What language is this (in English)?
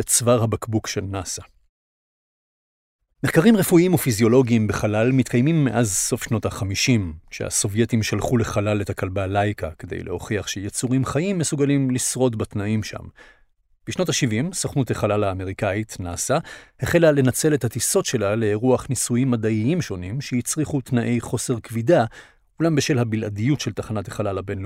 Hebrew